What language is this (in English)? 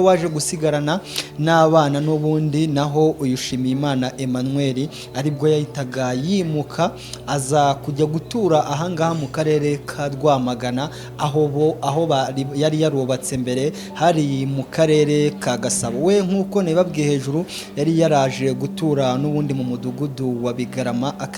Kinyarwanda